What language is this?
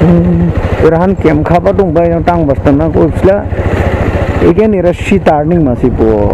Dimasa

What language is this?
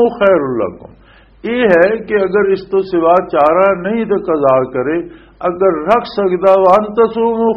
Western Panjabi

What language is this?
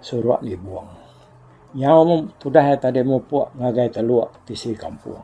Iban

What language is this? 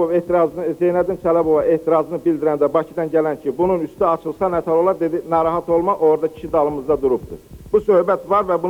Azerbaijani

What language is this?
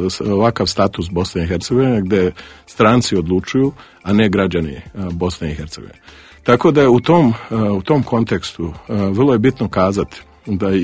Serbian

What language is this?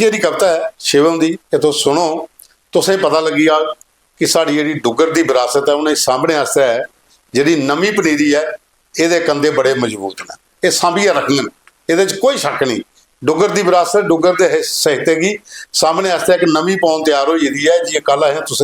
Dogri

